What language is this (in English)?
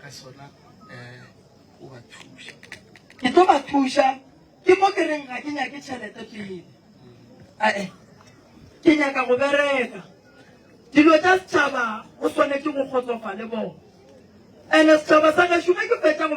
Northern Sotho